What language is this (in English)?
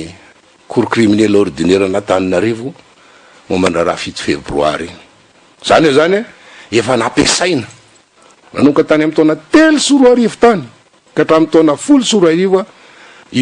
Malagasy